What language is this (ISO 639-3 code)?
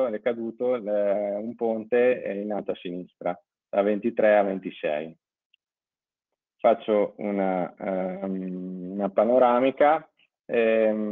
ita